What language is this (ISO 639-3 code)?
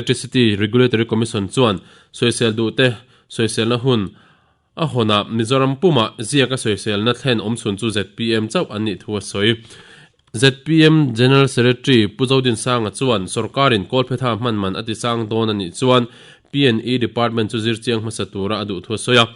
lus